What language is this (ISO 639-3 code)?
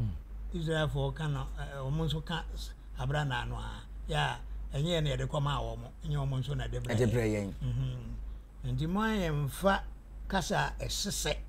aka